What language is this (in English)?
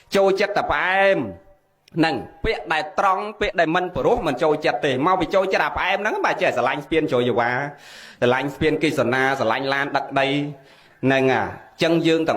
Khmer